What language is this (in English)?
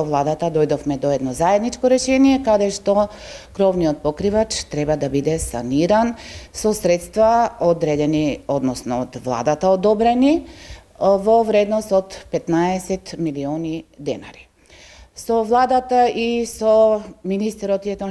Macedonian